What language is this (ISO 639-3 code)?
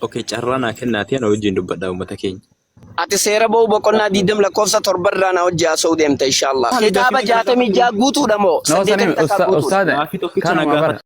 orm